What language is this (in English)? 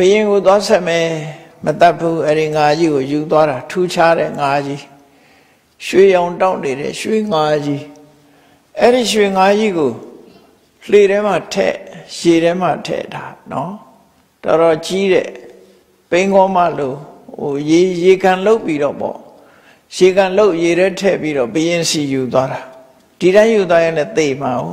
Burmese